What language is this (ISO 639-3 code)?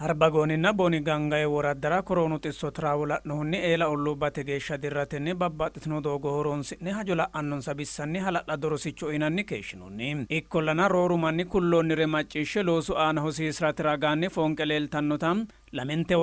sid